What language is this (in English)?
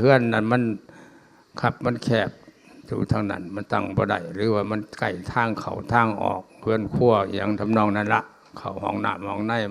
Lao